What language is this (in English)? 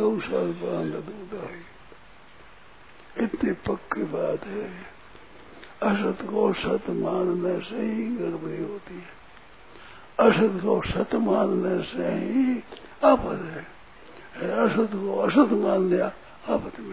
Hindi